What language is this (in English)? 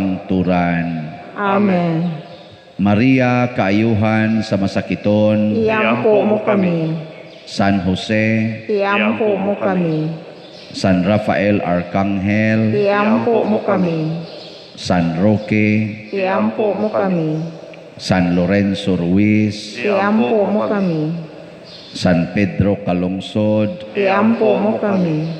Cebuano